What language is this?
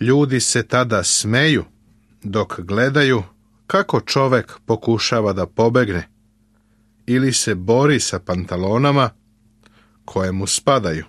Serbian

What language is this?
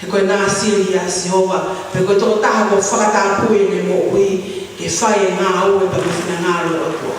Tongan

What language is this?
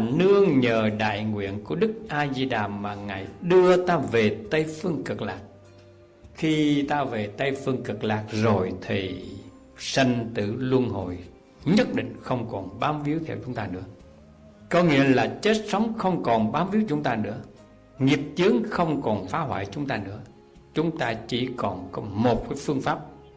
Vietnamese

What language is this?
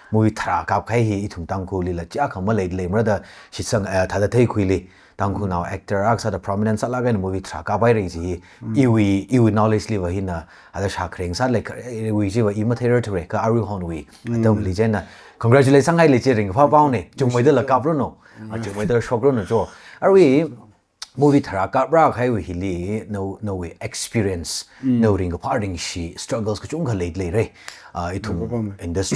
Tangkhul Naga (India)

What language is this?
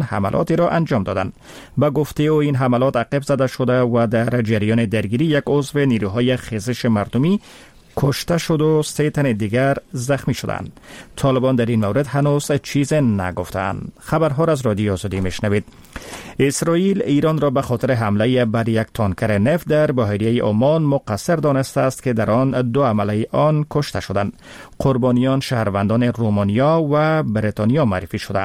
Persian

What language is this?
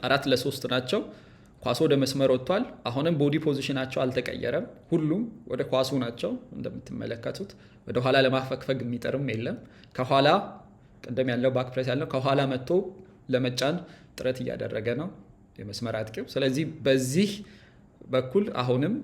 Amharic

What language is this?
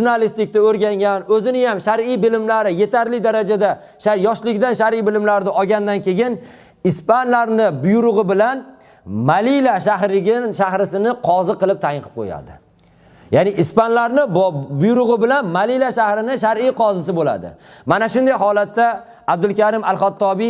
Uzbek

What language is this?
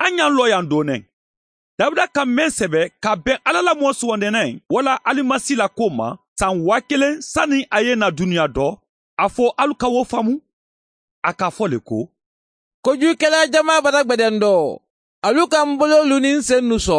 Mandingo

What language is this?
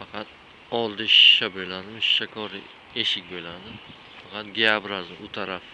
Uzbek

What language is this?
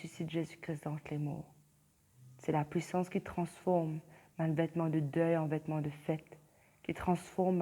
Morisyen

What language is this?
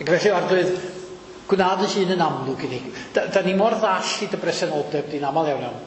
Welsh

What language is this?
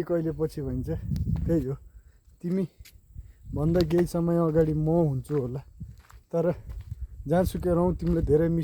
Nepali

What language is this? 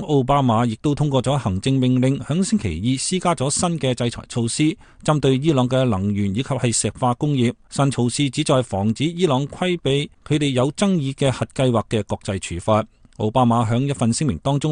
Cantonese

